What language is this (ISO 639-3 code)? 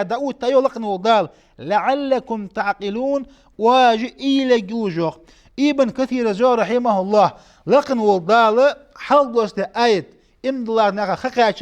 inh